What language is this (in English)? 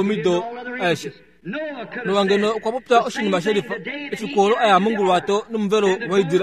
Kuanyama